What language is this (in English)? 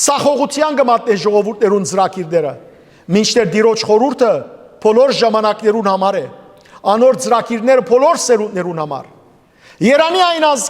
Western Armenian